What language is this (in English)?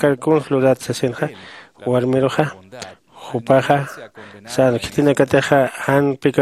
Aymara